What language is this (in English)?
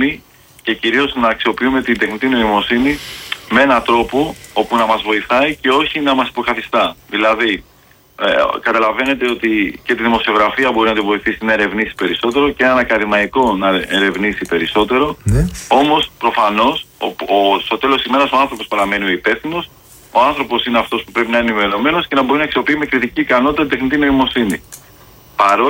Greek